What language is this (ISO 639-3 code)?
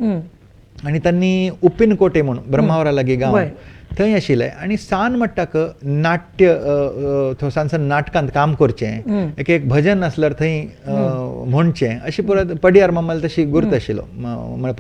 kok